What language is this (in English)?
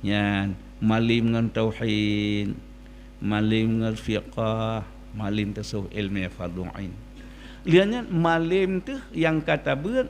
Achinese